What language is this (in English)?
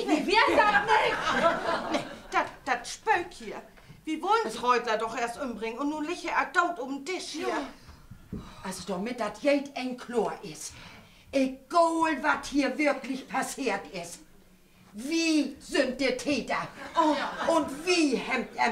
Low German